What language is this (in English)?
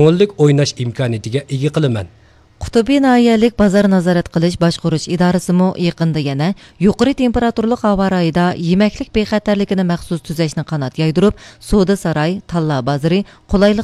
Uyghur